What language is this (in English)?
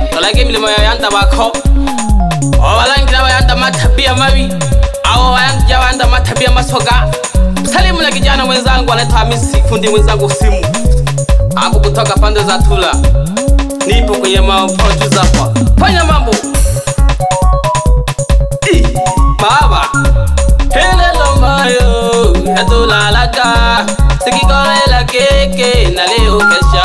Swahili